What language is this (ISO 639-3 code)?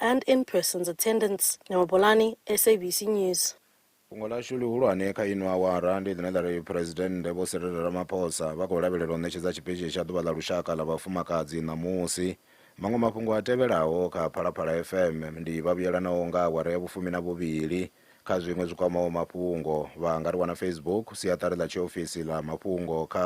ven